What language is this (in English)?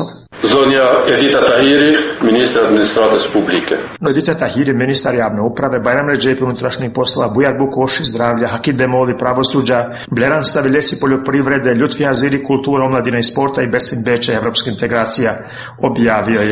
Serbian